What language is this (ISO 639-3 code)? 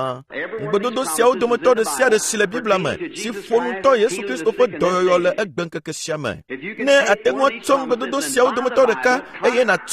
ewe